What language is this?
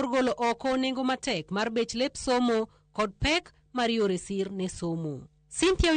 Luo (Kenya and Tanzania)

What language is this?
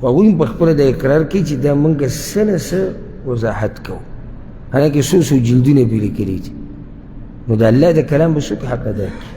Pashto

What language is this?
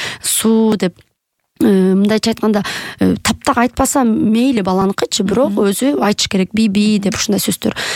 Kyrgyz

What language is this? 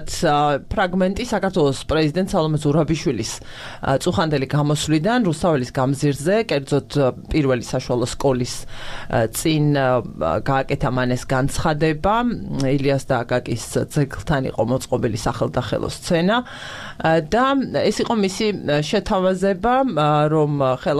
Georgian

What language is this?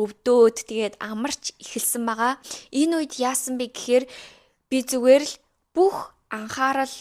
Mongolian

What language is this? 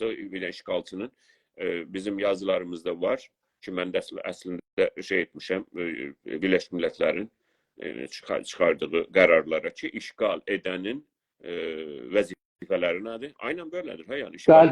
South Azerbaijani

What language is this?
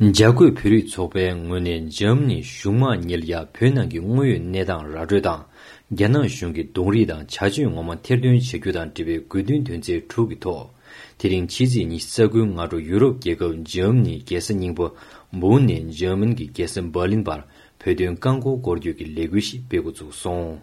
Tibetan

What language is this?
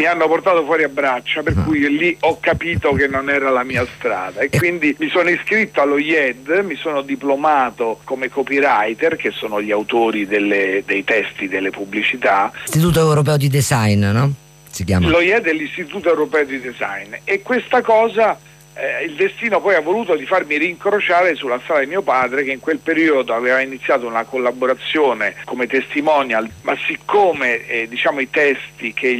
Italian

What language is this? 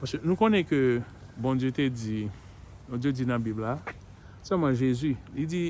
Haitian Creole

